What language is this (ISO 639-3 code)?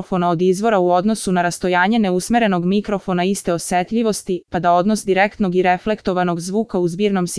srp